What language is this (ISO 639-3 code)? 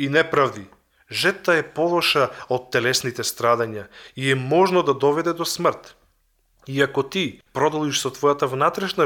mkd